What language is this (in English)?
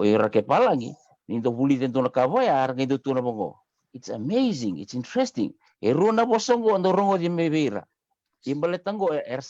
Fijian